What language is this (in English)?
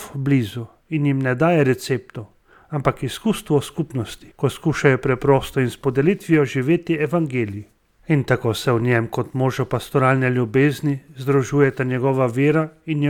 Slovenian